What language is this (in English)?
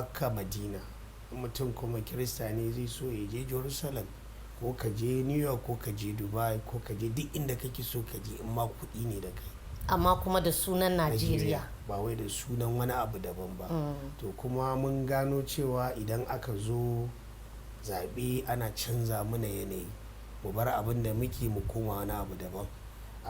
Hausa